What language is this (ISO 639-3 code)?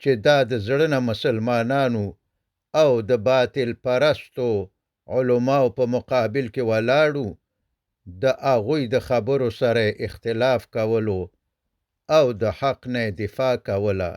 pus